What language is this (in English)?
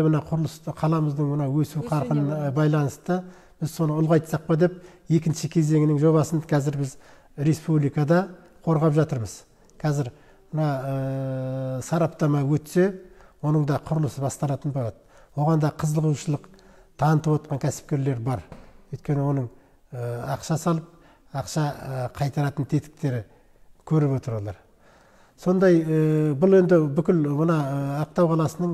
Kazakh